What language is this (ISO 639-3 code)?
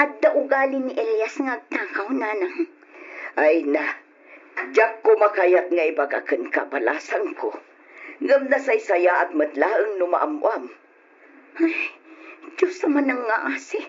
ilo